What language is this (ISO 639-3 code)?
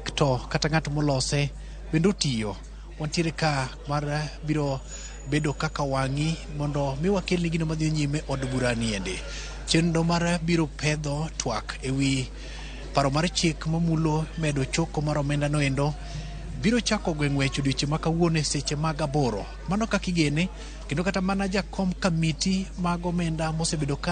luo